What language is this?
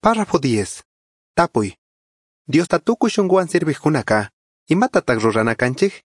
Chimborazo Highland Quichua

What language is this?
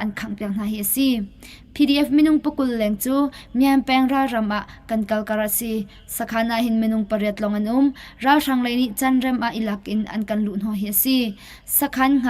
Hakha Chin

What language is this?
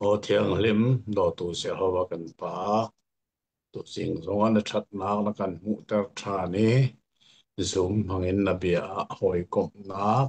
Hakha Chin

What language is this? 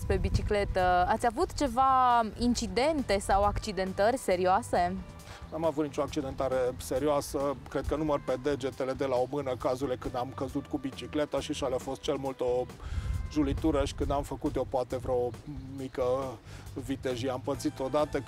Romanian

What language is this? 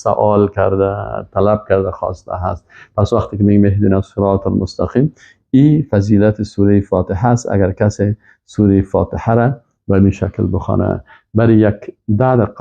Persian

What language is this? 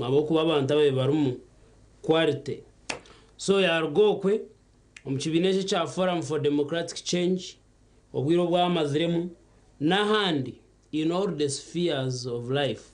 Nyankole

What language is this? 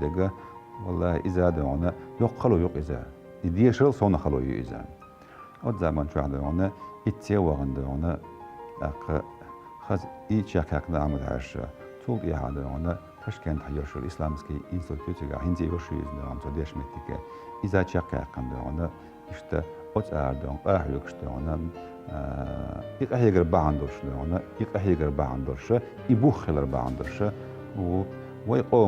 Chechen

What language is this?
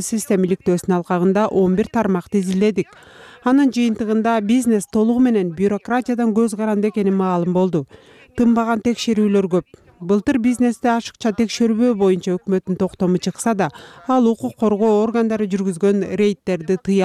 Kyrgyz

